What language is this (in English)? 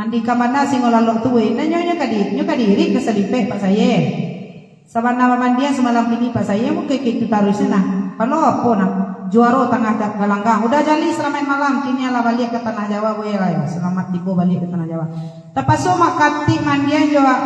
Minangkabau